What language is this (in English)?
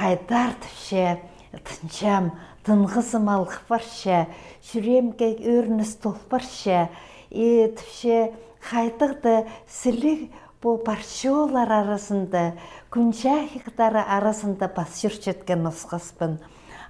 Khakas